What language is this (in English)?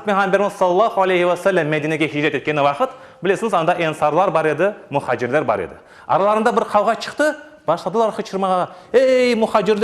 Crimean Tatar